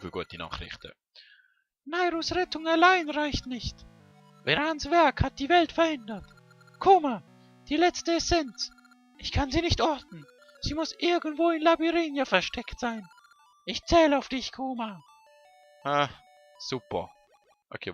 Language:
Swiss German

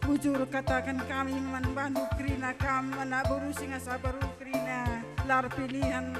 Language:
Batak Karo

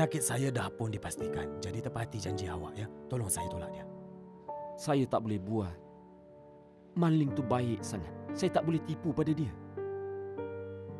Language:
Malay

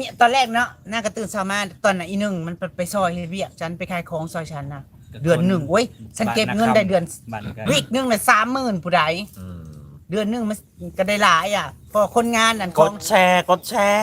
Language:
Northeastern Thai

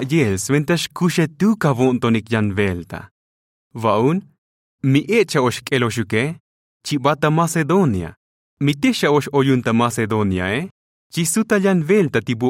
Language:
Tzotzil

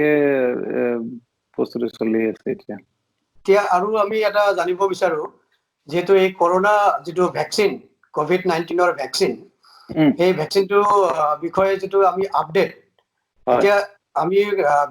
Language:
Assamese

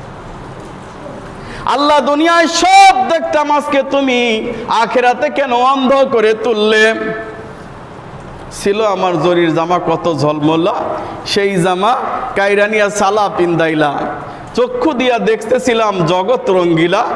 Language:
Bangla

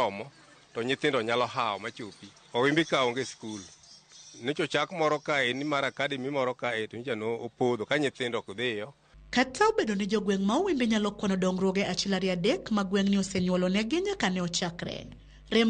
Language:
Luo (Kenya and Tanzania)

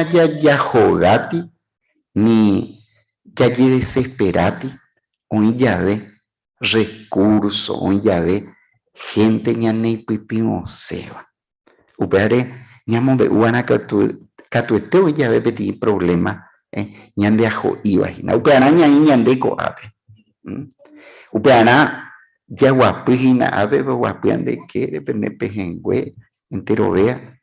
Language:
Guarani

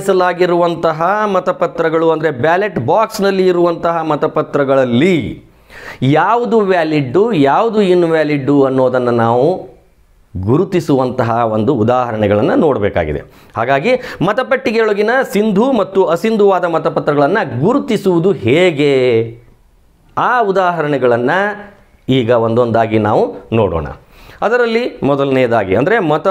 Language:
Kannada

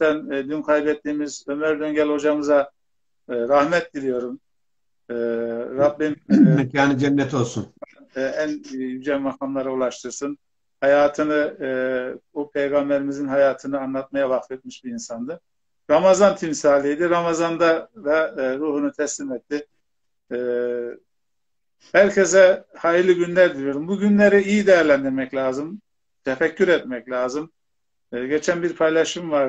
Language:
Turkish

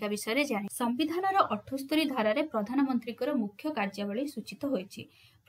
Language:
Odia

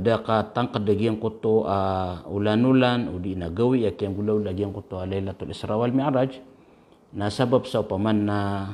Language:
Maranao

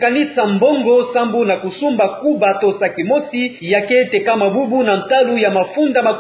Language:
Kituba (Democratic Republic of Congo)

